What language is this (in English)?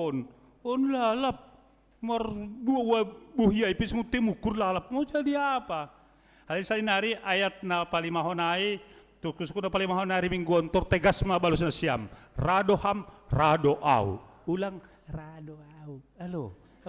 Batak Simalungun